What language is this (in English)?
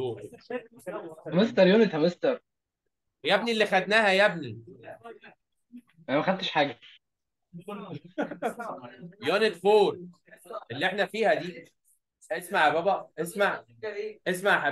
Egyptian Arabic